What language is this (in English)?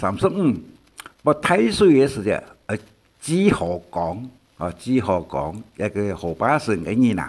Hakka Chinese